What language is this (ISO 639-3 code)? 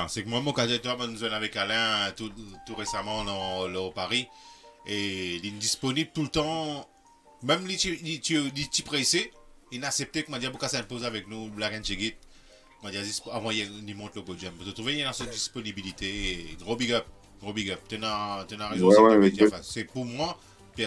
mfe